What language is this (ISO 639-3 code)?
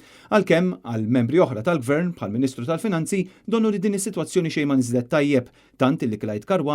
mlt